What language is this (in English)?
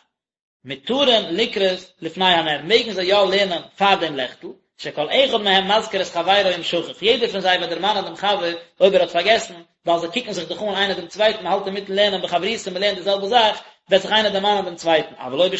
Yiddish